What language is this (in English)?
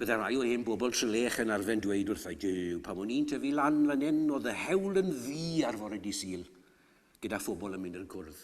Welsh